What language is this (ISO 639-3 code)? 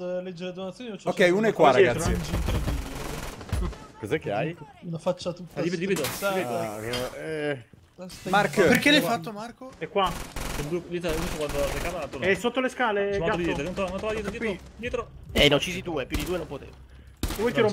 ita